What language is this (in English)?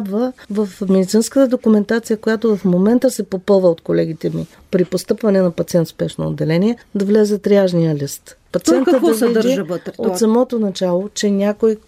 Bulgarian